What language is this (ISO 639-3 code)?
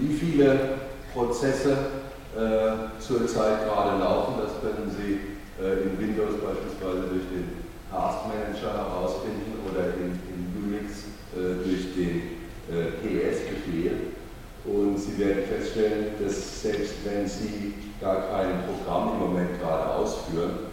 deu